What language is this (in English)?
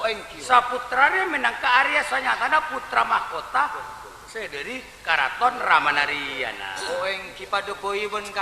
Madurese